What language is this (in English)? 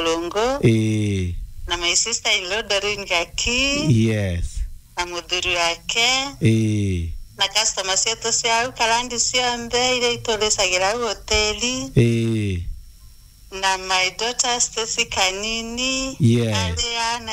Meru